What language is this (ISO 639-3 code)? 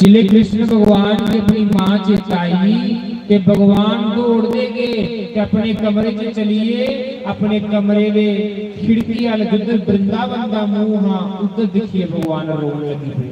doi